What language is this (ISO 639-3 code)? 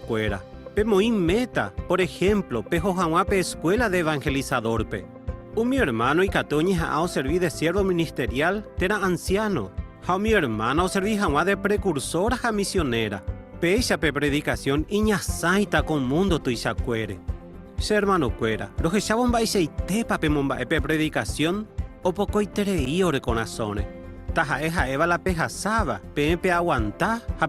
grn